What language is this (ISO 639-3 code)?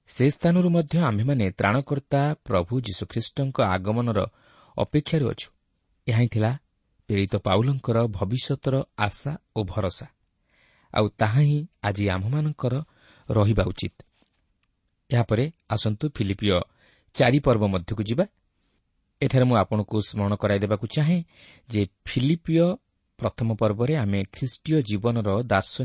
ori